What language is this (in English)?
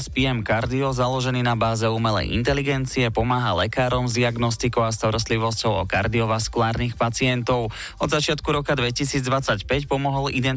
Slovak